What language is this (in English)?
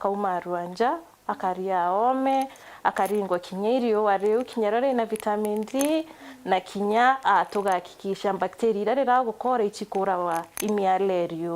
Meru